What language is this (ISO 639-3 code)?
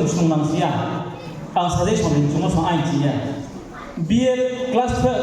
ria